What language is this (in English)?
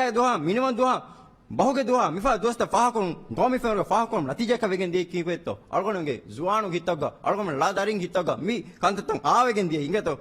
Divehi